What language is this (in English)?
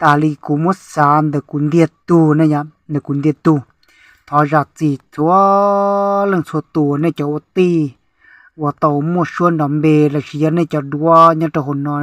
Hmong